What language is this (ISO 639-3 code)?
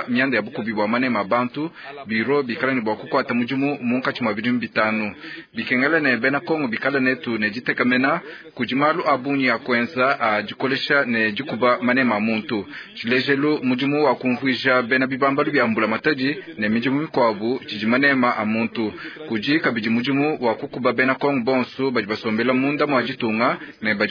lua